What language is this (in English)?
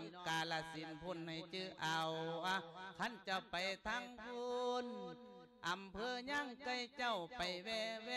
Lao